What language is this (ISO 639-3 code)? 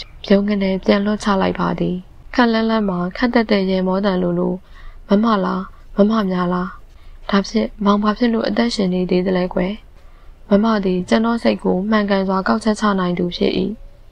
mya